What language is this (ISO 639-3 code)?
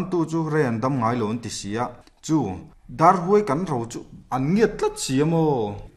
lus